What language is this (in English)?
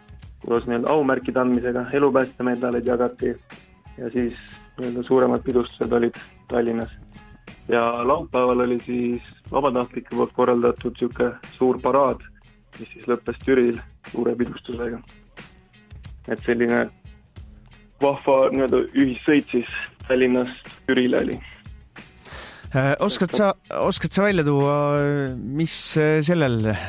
Estonian